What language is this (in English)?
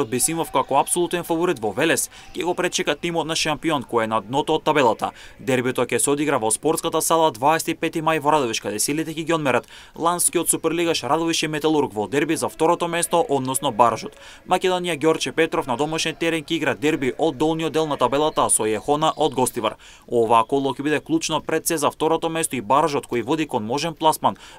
Macedonian